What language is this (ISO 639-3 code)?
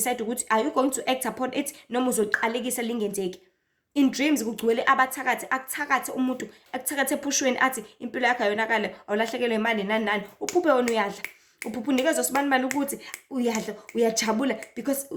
zul